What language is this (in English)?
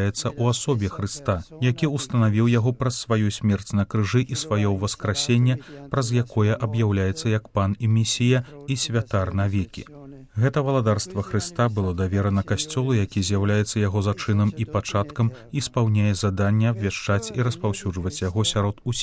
Belarusian